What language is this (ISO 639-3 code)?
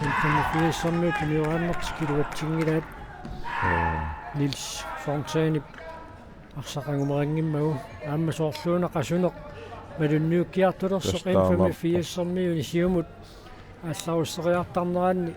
kal